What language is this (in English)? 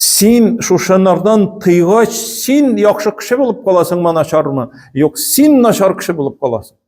Tatar